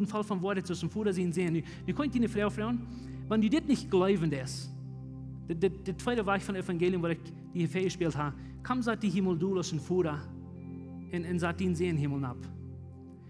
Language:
Plautdietsch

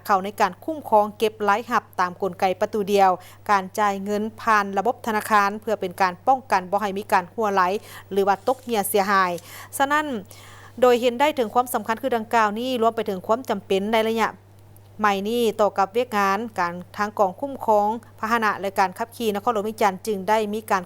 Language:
Lao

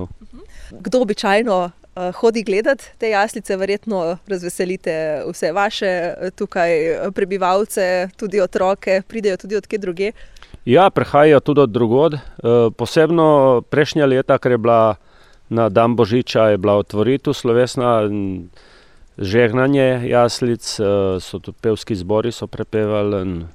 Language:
Slovenian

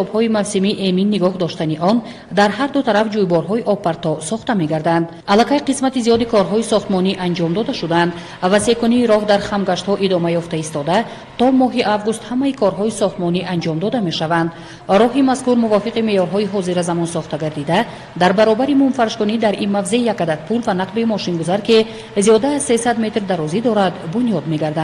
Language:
Tajik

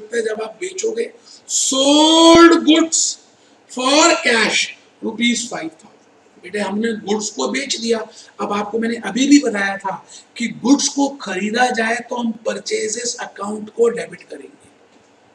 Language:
Hindi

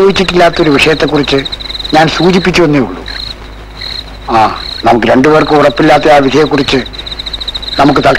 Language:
Malayalam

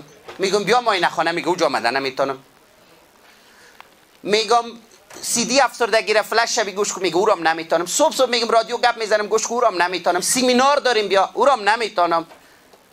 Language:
Persian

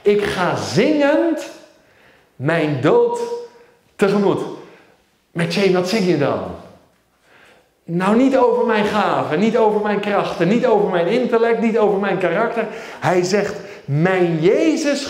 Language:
Dutch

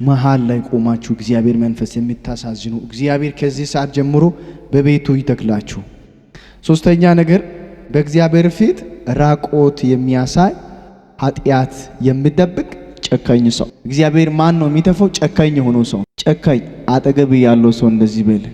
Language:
Amharic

